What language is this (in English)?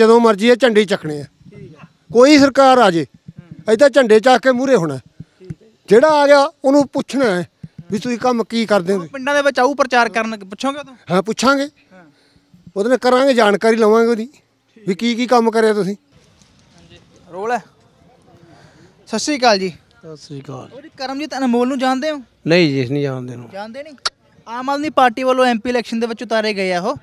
Punjabi